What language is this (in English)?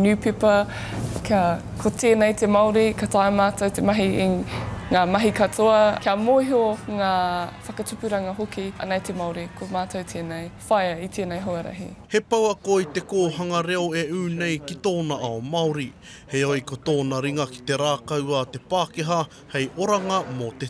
Māori